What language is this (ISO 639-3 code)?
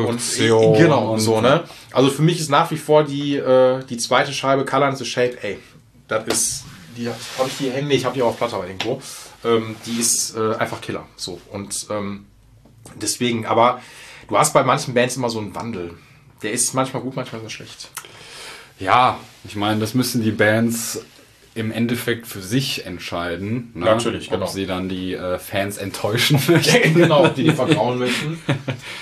deu